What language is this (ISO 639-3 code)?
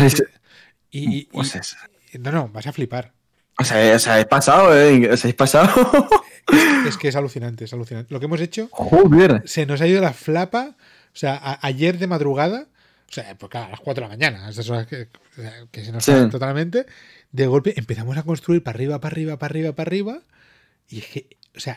spa